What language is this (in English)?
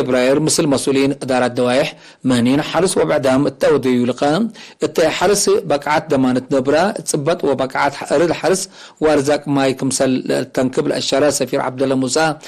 Tigre